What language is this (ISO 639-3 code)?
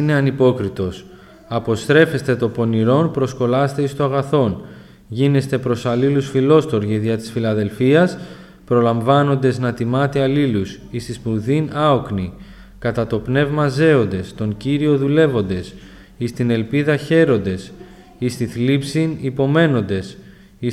ell